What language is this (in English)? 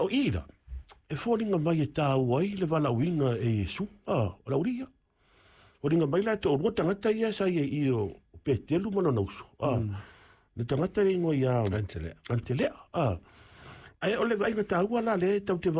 Samoan